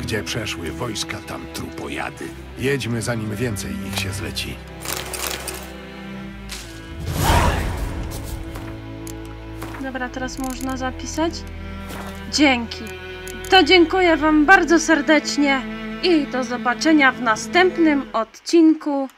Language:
Polish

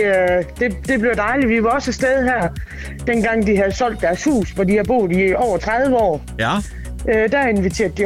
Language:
Danish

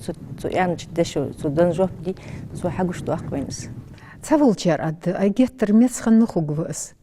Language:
Ingush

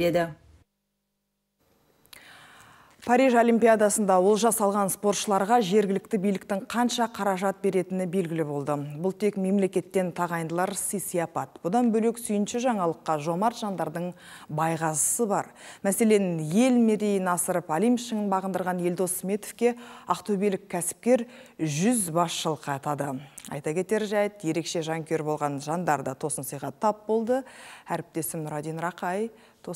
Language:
Kazakh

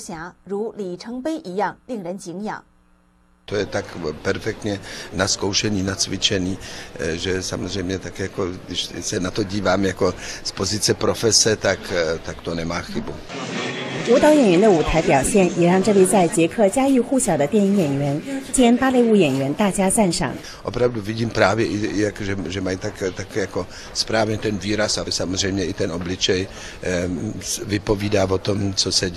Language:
Czech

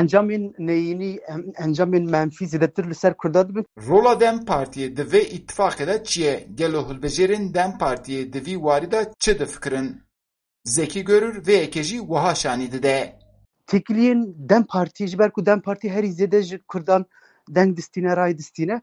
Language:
Kurdish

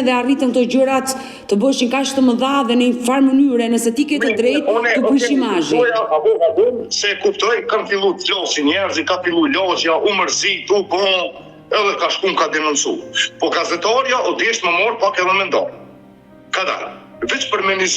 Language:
Albanian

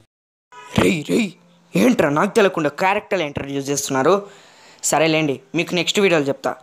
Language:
Telugu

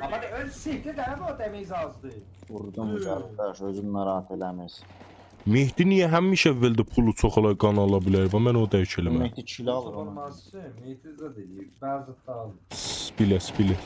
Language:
South Azerbaijani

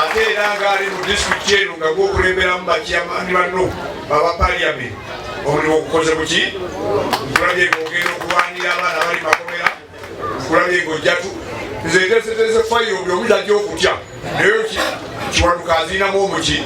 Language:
Ganda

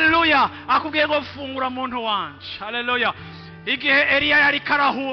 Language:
Rundi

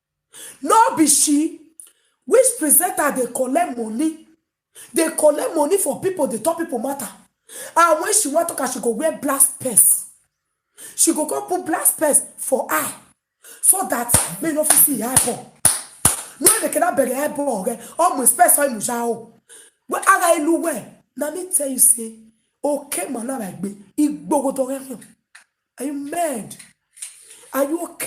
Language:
Nigerian Pidgin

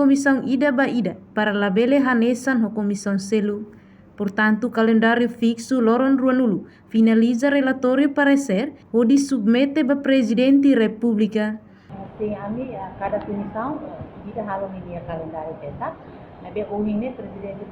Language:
Tetum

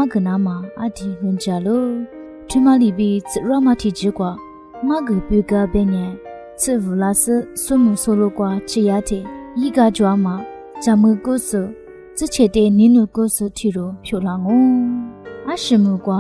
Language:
Lisu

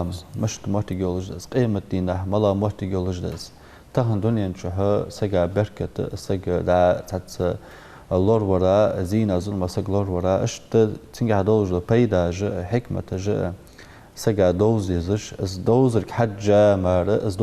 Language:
Ingush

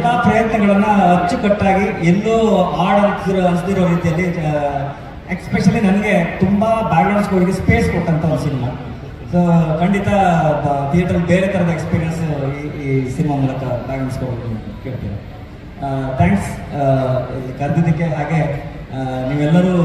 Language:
Kannada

